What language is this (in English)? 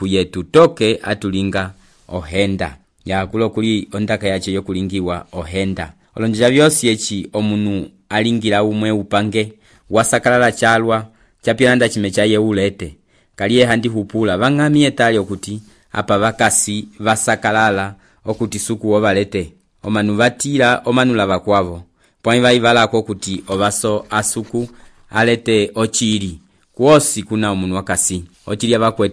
Umbundu